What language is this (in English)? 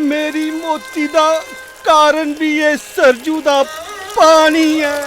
Dogri